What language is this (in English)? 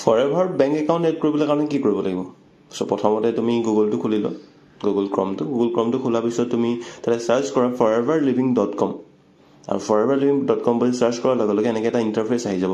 Assamese